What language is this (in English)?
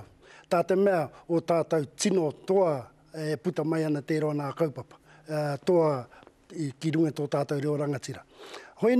Māori